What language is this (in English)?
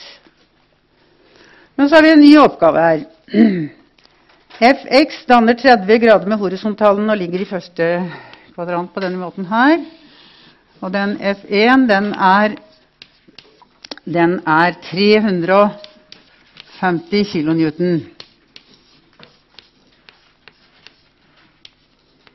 Norwegian